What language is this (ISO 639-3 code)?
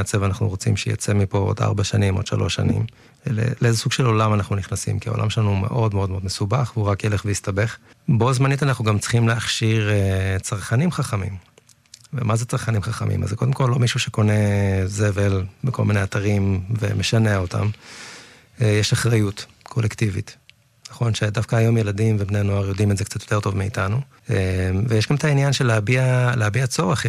heb